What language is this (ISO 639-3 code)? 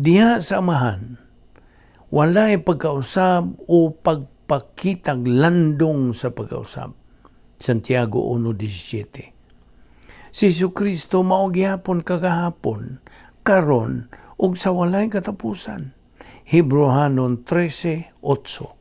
ceb